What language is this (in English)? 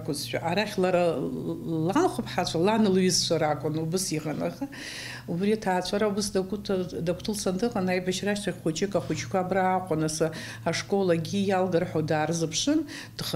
Abkhazian